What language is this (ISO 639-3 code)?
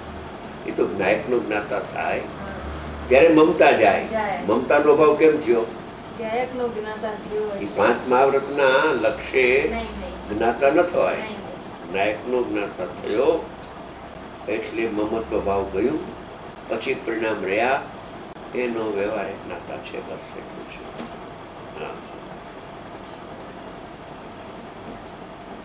guj